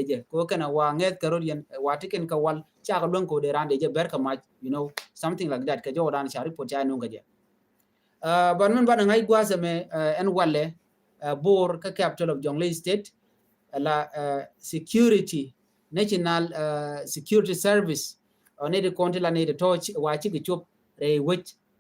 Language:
Nuer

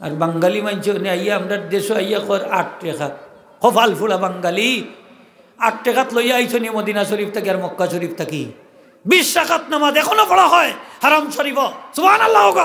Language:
Sylheti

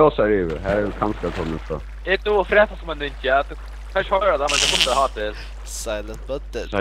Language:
Faroese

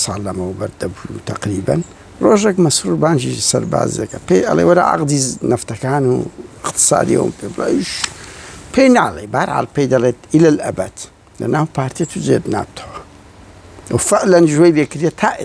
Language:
Central Kurdish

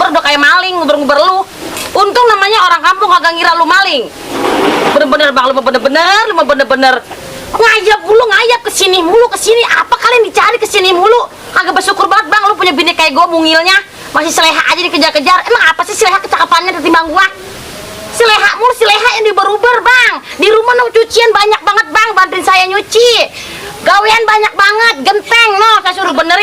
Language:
Betawi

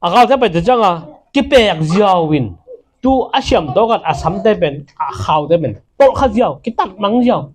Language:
Tedim Chin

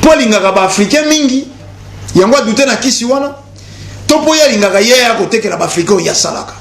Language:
Lingala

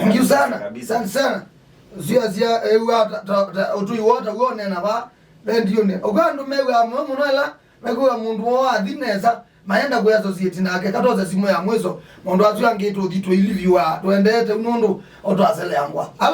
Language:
Kamba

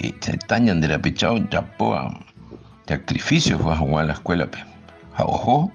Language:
Guarani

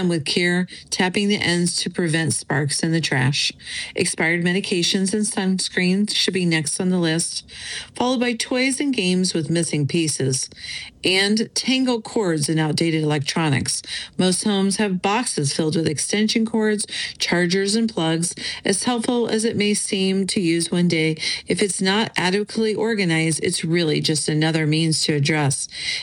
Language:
English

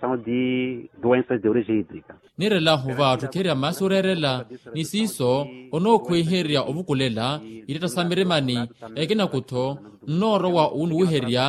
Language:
Makhuwa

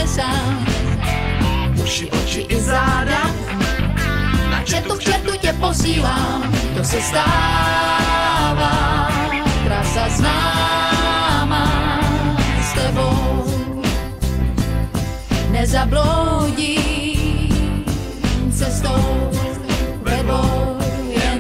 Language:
Czech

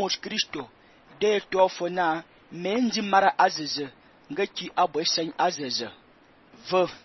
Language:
Fang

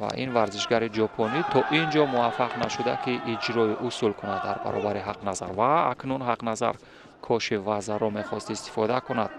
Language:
Tajik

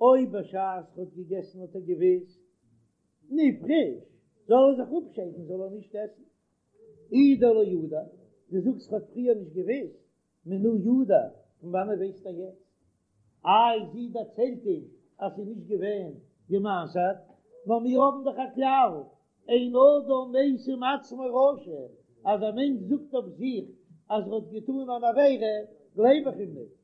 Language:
Yiddish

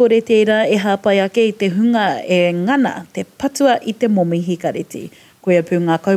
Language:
Māori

